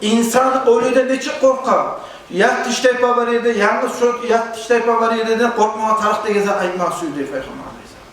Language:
Kumyk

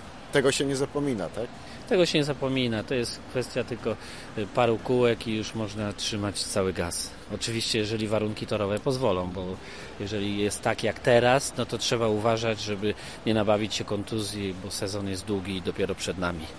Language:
Polish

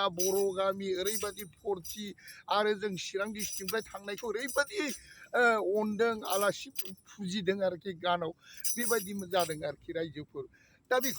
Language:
Bodo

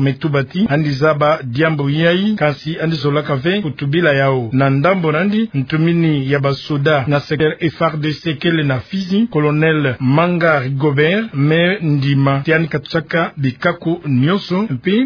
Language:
Kituba (Democratic Republic of Congo)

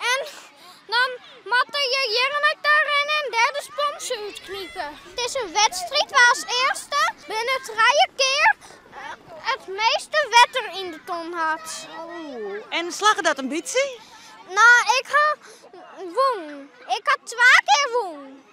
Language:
Western Frisian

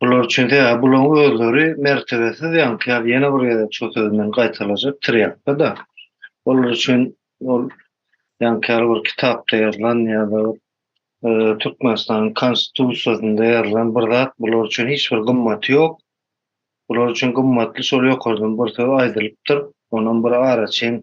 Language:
Turkmen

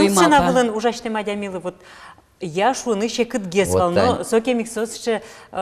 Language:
Udmurt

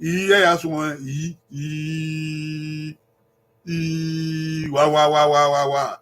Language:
Bini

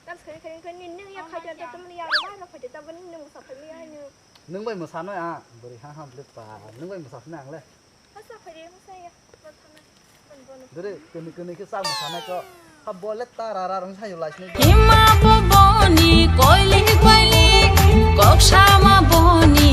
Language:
Kok Borok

